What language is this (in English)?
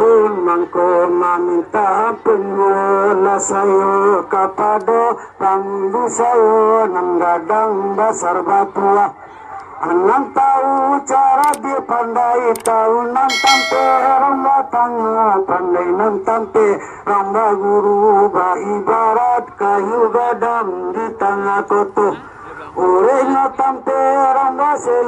Minangkabau